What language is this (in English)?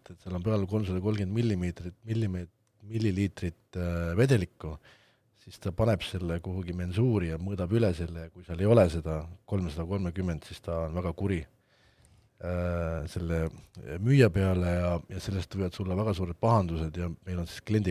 Estonian